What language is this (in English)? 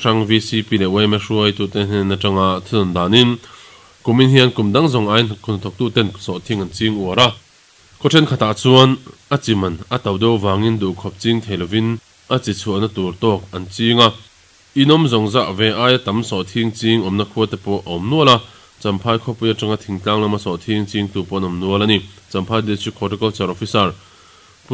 Mizo